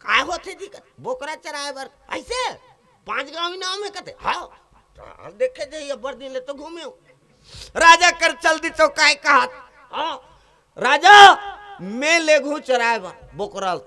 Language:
Chhattisgarhi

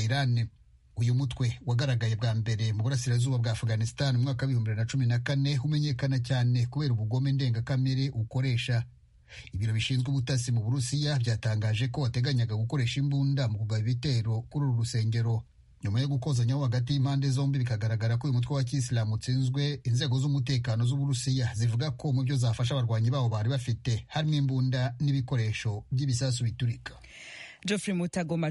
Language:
Kinyarwanda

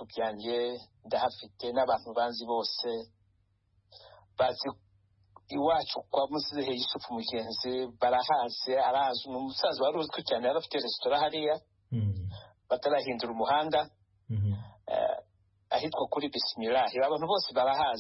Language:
Kinyarwanda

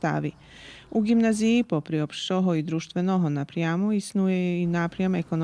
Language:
Rusyn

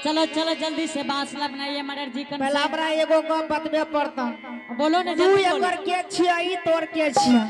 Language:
Angika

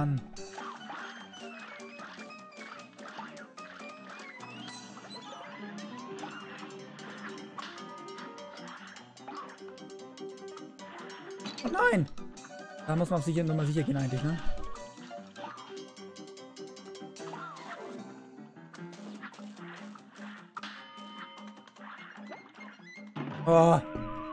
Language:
German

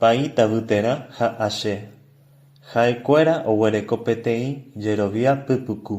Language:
Guarani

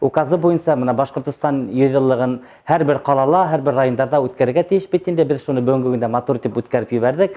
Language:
Bashkir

